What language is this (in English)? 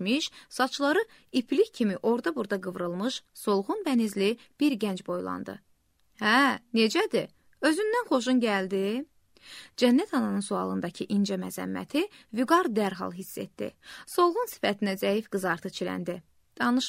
Azerbaijani